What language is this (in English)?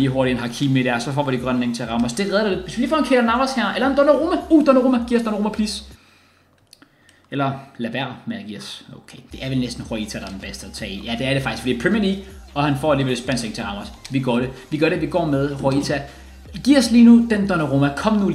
Danish